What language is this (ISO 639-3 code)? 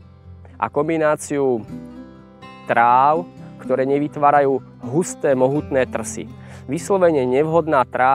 slk